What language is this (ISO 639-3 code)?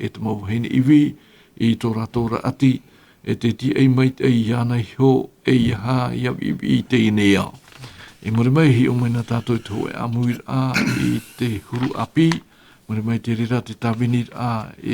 tah